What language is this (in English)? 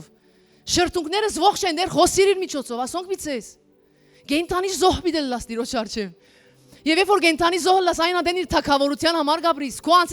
Western Armenian